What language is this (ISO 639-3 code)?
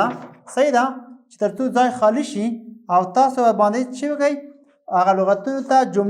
pus